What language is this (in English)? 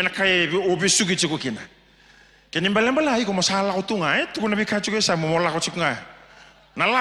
Fijian